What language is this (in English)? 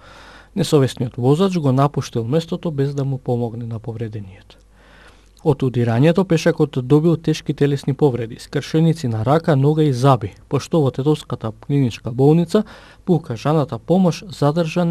Macedonian